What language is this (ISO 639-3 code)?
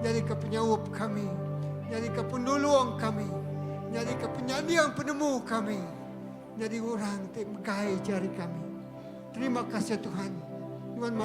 iba